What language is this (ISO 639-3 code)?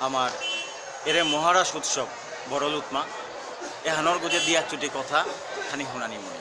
bpy